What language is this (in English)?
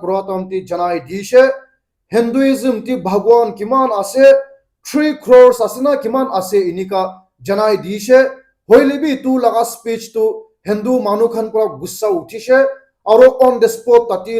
Naga Pidgin